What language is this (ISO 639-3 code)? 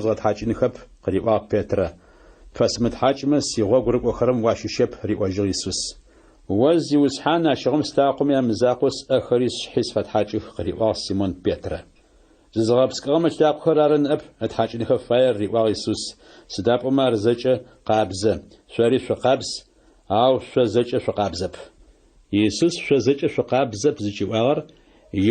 ady